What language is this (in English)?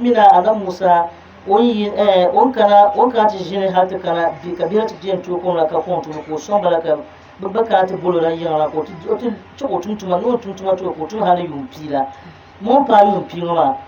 Dagbani